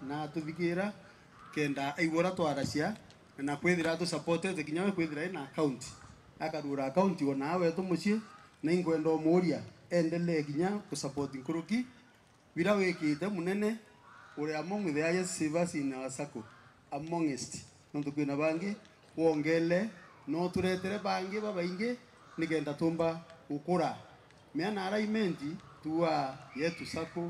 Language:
Meru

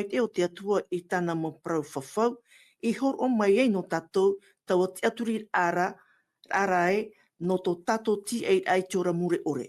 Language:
Tahitian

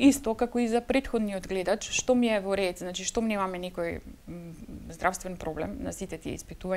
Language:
Macedonian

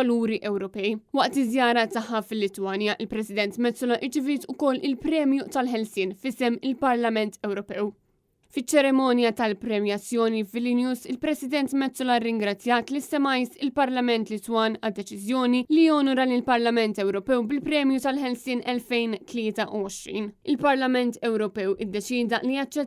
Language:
Maltese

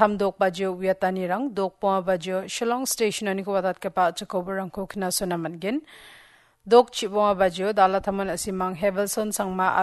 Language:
Garo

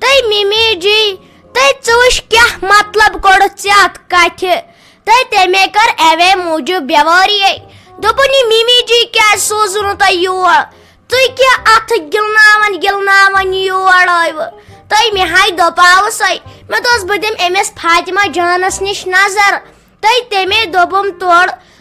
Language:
Kashmiri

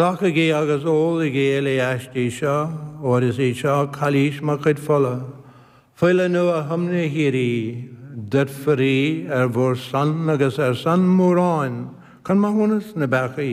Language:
Irish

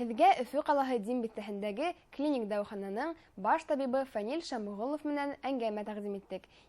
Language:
Bashkir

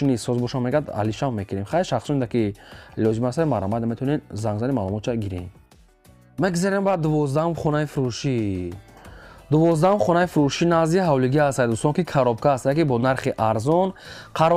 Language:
Tajik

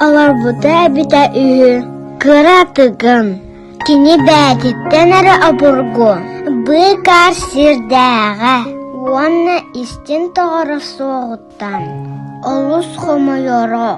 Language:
Yakut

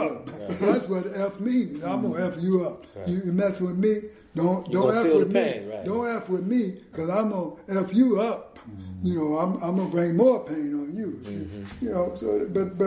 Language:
English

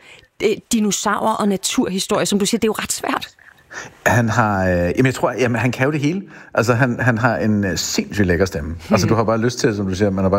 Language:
Danish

